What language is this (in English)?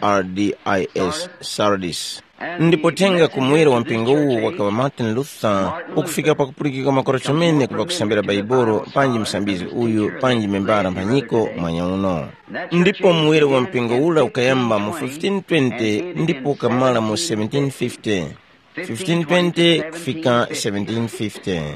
Tumbuka